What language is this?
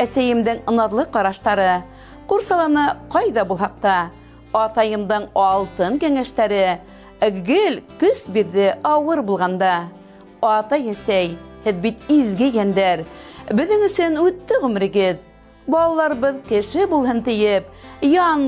Bashkir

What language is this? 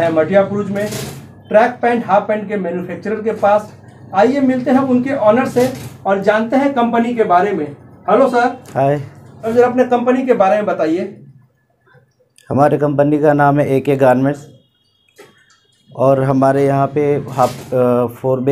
Hindi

